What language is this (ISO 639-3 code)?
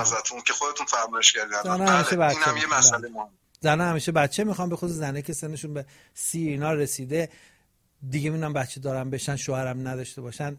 fas